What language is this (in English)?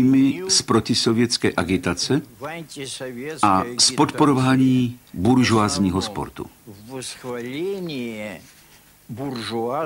Czech